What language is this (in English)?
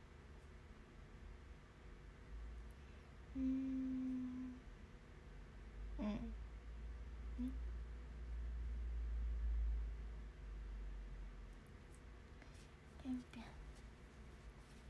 Japanese